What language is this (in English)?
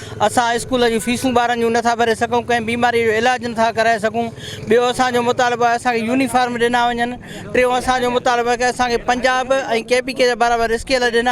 Sindhi